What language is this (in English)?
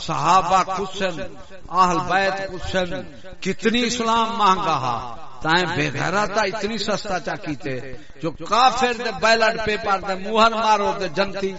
Saraiki